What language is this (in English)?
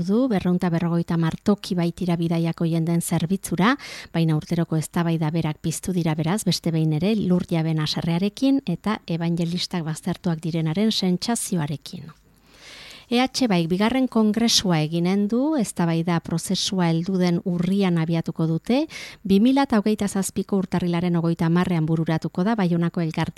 Basque